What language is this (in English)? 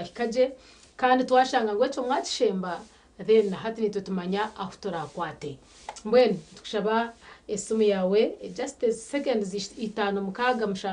Nyankole